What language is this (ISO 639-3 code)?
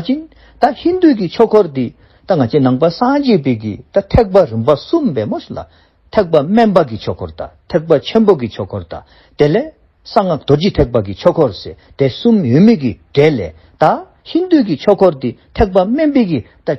dzo